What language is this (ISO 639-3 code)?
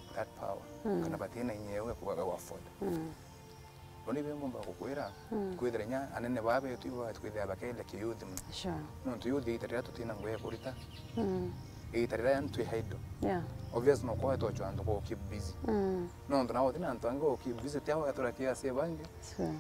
mer